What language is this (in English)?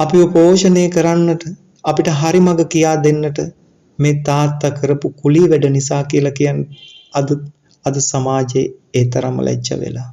Sinhala